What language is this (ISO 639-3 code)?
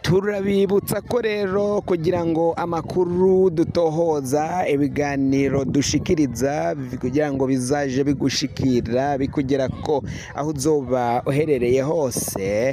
run